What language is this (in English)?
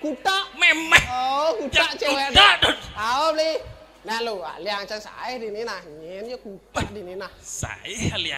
Balinese